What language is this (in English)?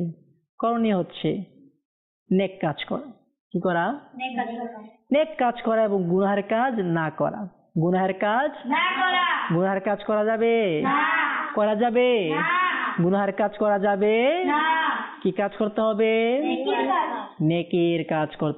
Bangla